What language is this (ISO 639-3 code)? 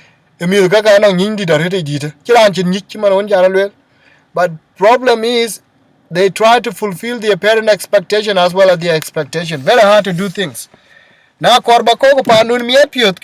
din